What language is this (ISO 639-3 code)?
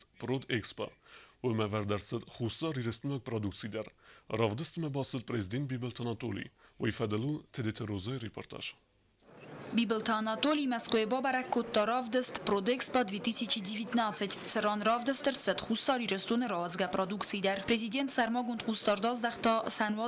oss